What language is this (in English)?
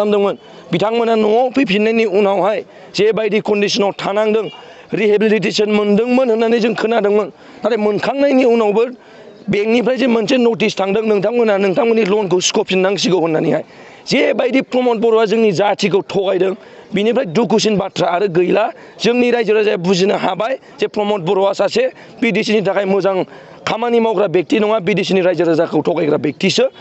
Bodo